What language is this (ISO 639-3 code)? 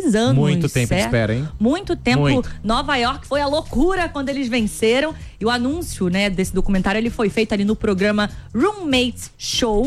por